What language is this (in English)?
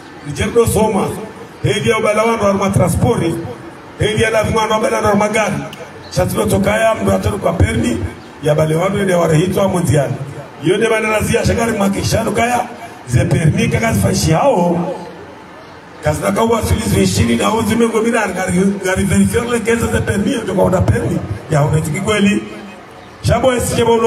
Swahili